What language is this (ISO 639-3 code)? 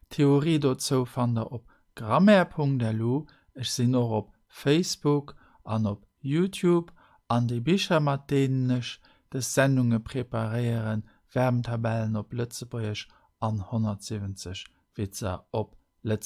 ltz